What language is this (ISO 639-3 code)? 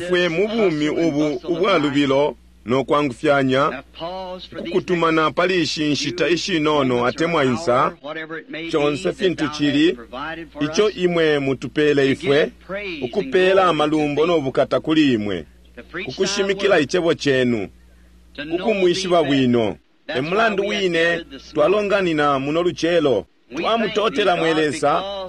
bem